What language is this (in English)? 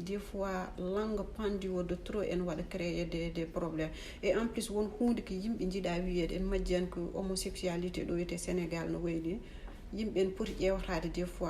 Fula